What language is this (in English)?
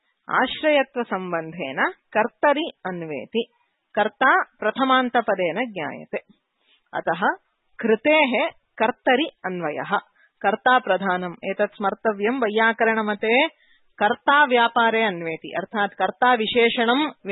Sanskrit